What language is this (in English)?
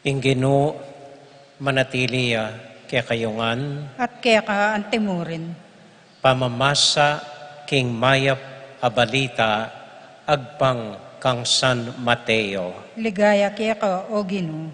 Pampanga